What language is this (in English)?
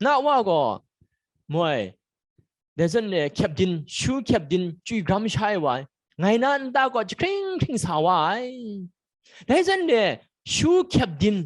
Kachin